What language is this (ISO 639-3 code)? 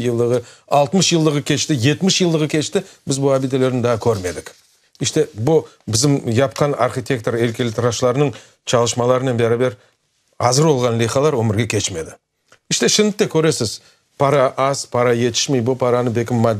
crh